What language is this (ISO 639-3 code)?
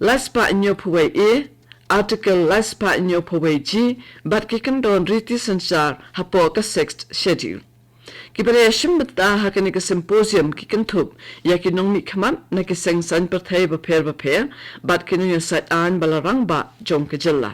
kha